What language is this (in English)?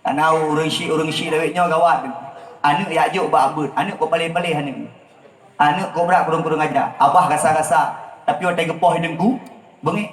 Achinese